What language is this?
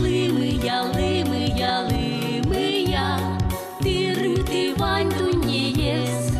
Udmurt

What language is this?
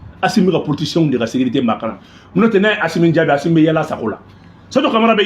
Bambara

